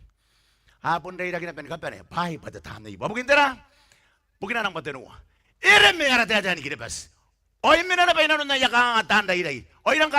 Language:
Gilbertese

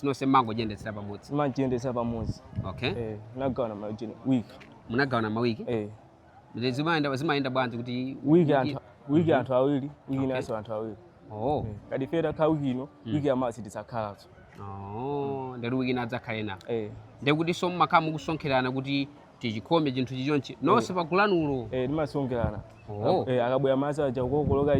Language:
Nyanja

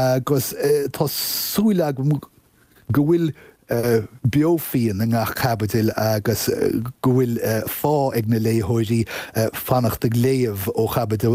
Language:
Irish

